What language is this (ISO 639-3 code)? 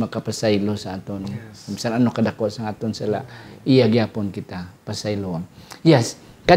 hil